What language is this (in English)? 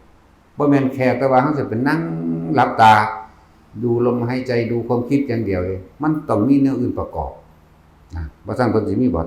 Northeastern Thai